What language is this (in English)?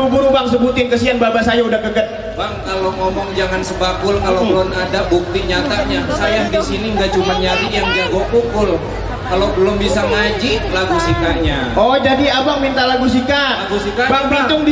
Betawi